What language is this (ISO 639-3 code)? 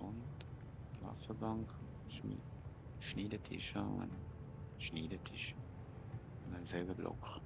gsw